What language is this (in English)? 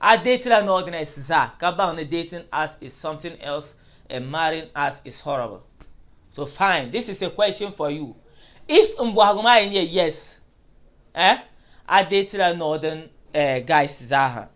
Dagbani